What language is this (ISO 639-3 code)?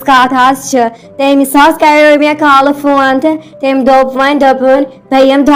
kas